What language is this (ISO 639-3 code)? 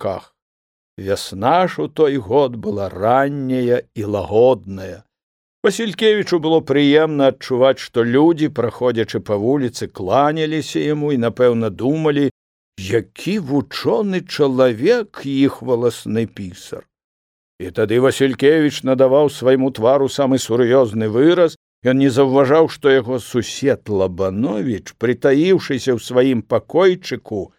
bel